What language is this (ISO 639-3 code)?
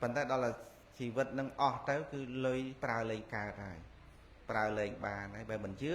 khm